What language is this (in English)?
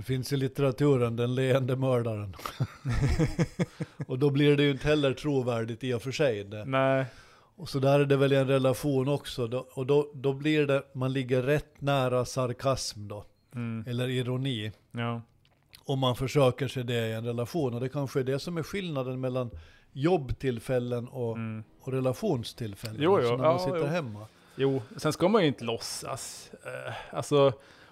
Swedish